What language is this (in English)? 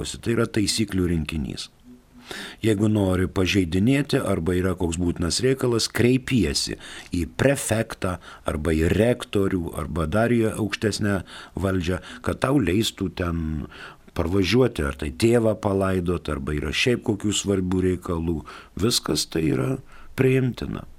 Lithuanian